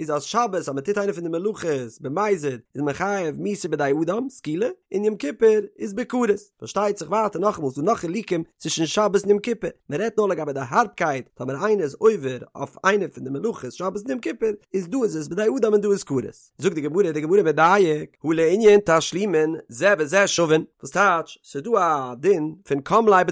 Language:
Yiddish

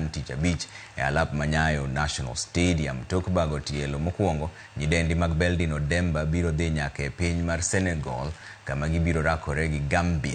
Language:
Luo (Kenya and Tanzania)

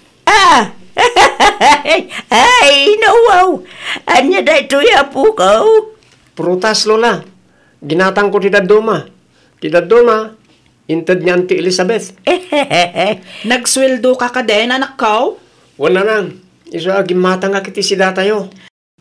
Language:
Iloko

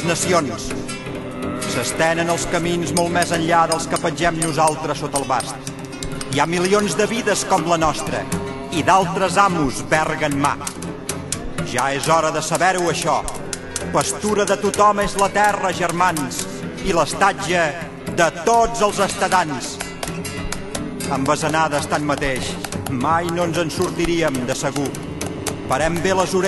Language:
Catalan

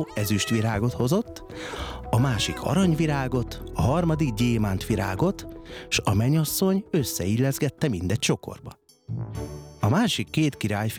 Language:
Hungarian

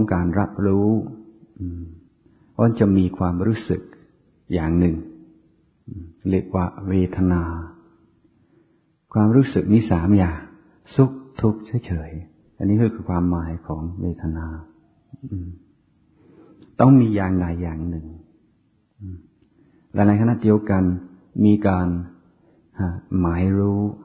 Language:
Thai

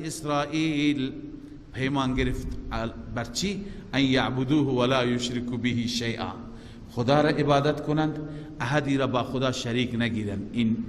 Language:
Persian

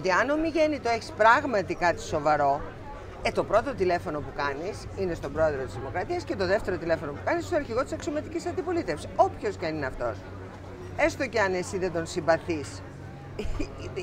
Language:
Greek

